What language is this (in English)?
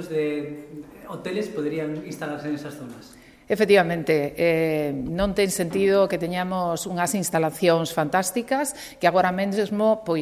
Galician